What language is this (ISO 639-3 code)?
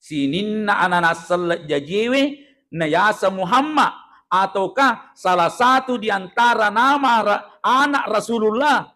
bug